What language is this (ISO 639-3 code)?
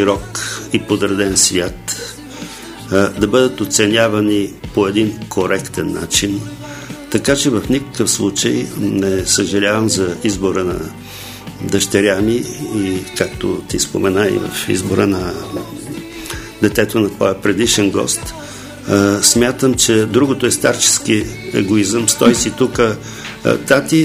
bul